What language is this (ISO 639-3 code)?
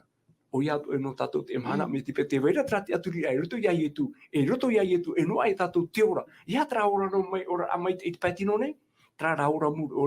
tah